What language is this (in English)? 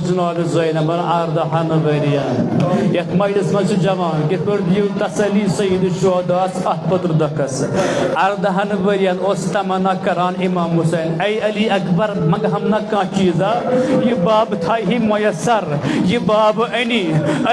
Kashmiri